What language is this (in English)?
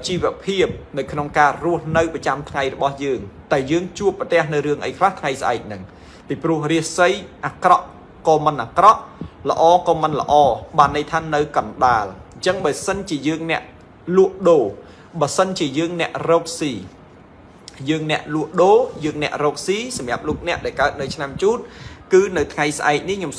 Khmer